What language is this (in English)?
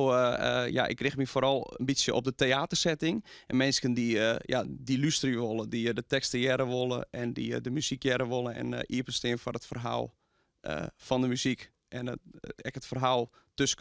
Western Frisian